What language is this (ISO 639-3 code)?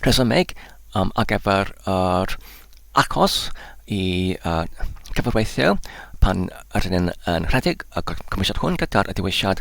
cym